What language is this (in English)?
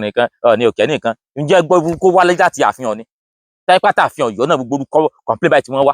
Yoruba